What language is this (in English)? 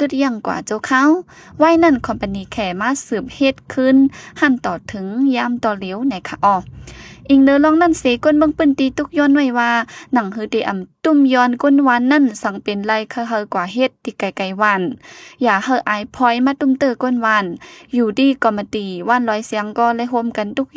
Shan